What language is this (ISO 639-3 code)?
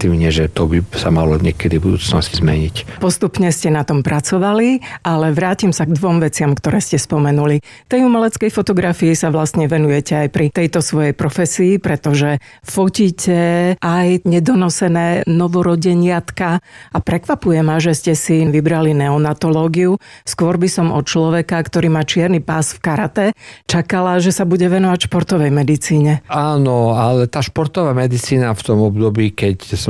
slk